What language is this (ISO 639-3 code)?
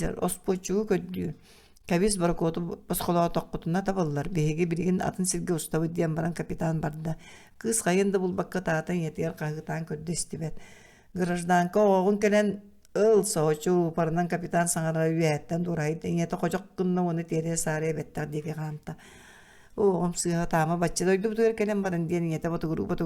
sah